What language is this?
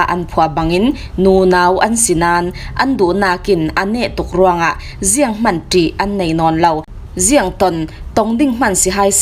Falam Chin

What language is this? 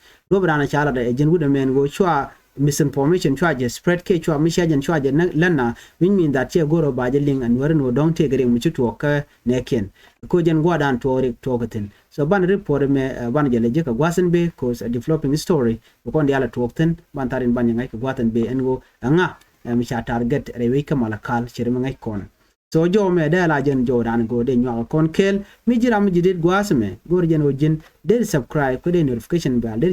Nuer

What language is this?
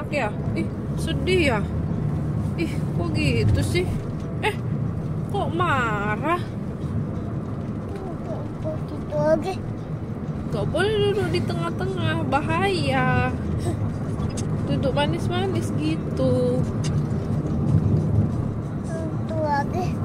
Indonesian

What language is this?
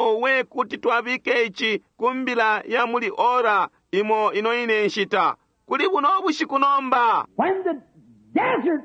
Bemba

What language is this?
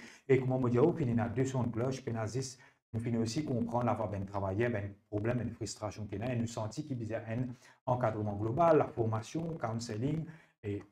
Morisyen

